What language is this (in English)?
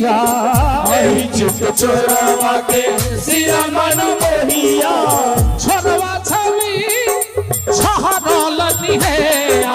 Maithili